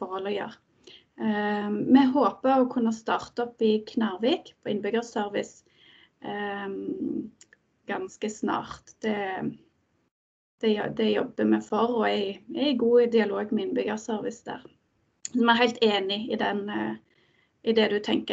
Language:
Norwegian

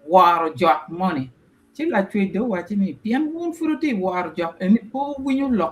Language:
Acoli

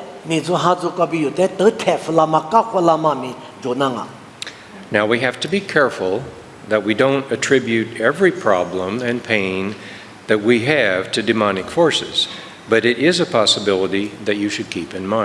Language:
Lisu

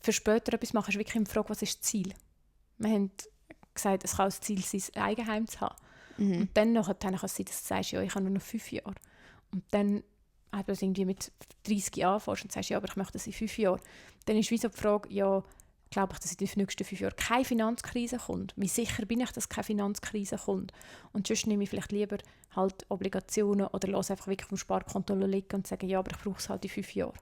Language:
Swiss German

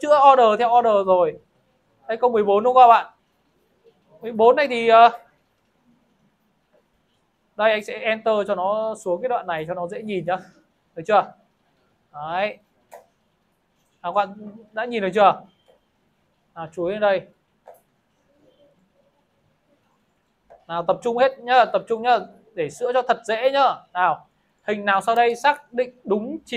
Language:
Vietnamese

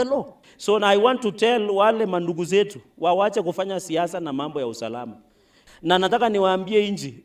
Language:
Gusii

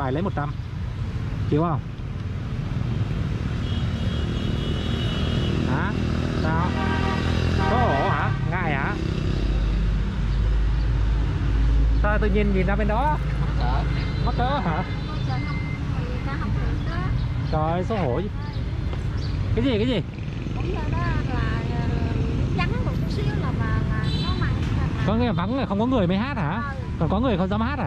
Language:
Vietnamese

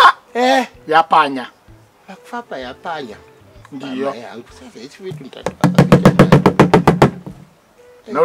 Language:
Swahili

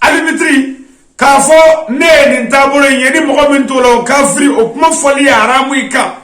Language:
Bambara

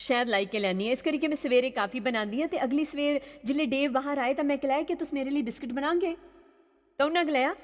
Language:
Dogri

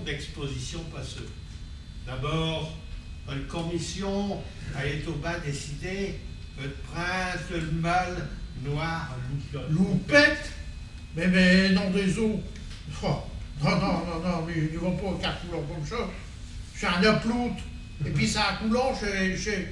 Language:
Picard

